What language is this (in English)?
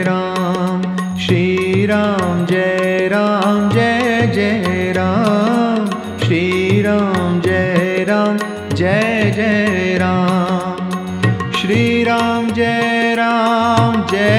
Hindi